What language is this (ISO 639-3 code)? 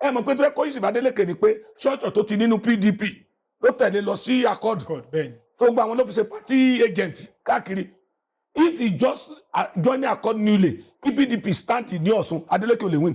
yor